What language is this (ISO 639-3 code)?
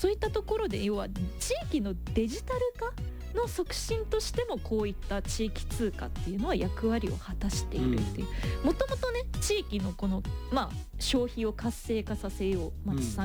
jpn